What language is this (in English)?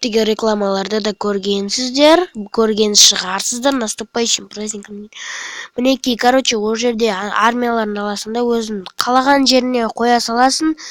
Kazakh